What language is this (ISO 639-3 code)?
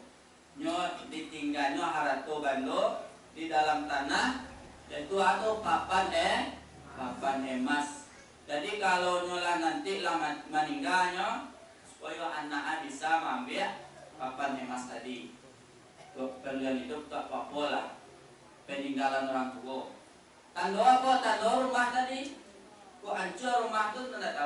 min